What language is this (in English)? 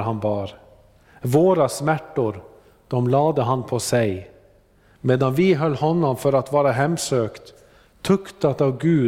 Swedish